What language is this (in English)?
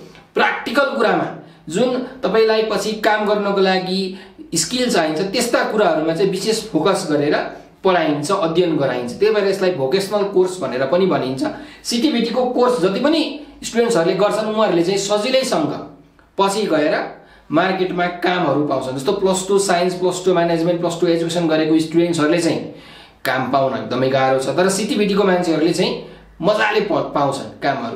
Nepali